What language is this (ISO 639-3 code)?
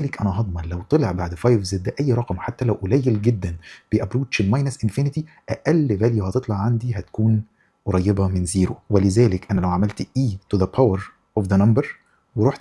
arz